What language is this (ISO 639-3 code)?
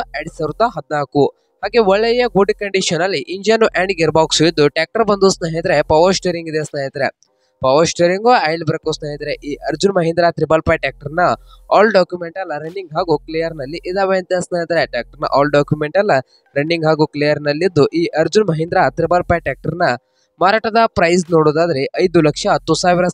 kan